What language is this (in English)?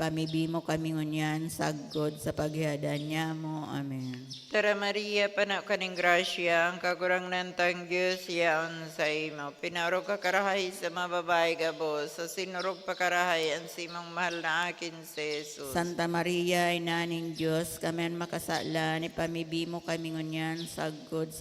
Bikol